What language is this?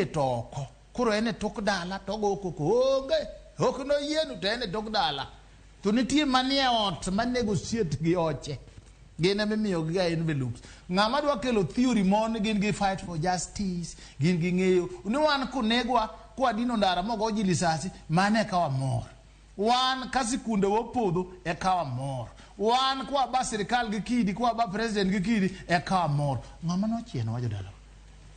Luo (Kenya and Tanzania)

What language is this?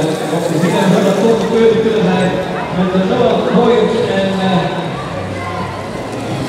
Dutch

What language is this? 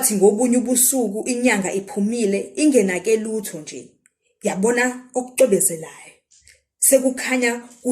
Zulu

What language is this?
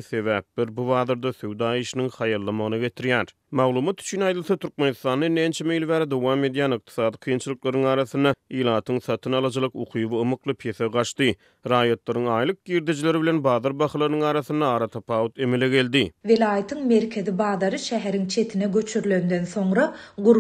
Turkmen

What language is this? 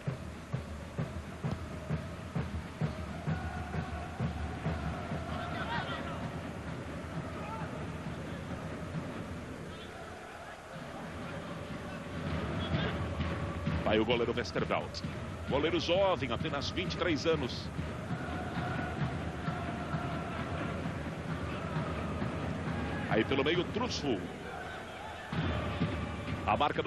Portuguese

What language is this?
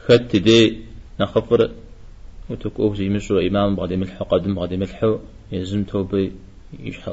Kabardian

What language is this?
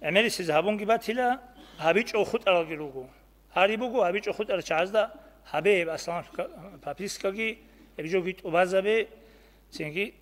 Avaric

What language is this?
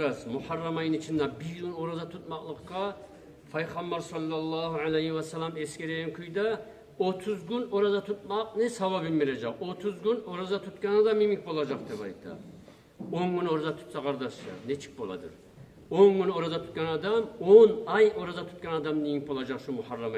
Kumyk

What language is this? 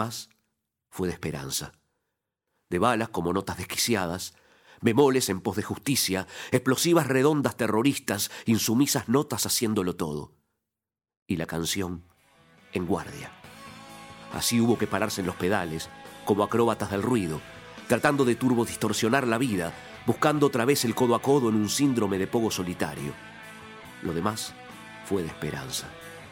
Spanish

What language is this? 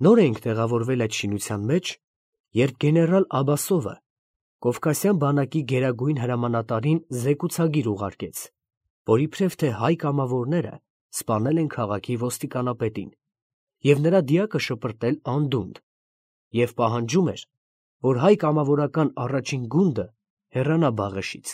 Armenian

